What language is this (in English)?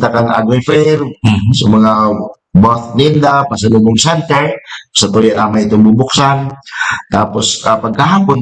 Bikol